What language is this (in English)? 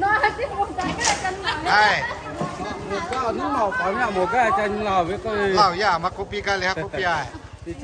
Lahu